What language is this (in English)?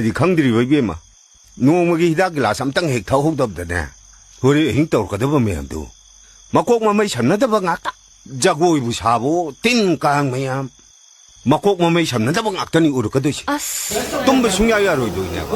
Manipuri